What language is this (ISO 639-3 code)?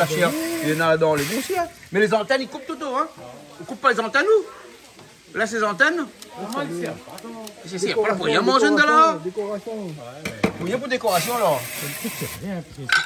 rcf